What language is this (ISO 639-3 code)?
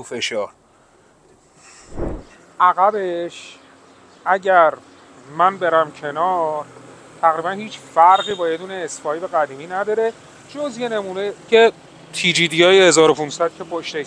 fas